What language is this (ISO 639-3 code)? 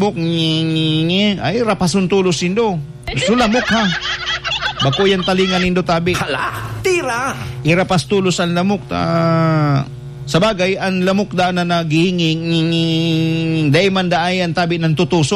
bik